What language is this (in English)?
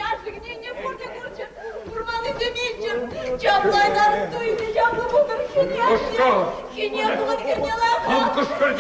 Chuvash